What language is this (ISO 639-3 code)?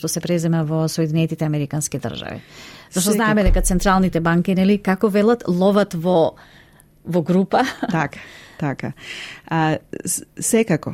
mkd